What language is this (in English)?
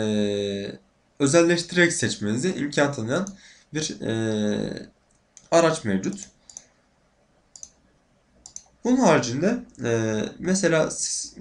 Turkish